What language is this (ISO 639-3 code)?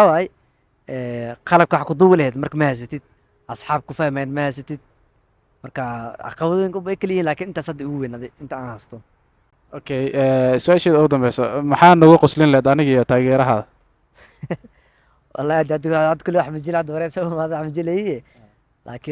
som